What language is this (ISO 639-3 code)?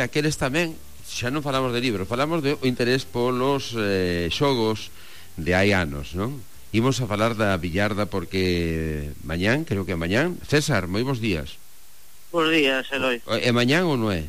glg